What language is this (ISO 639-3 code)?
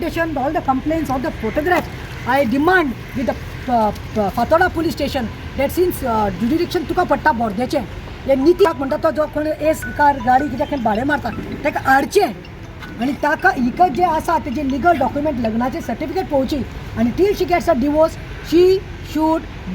kok